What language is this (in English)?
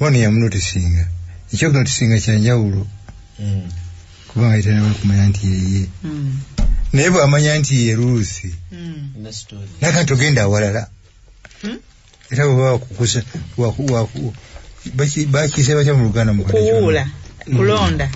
Ganda